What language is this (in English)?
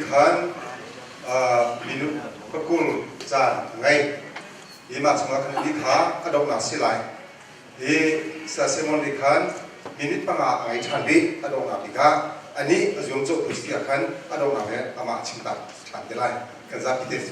Hakha Chin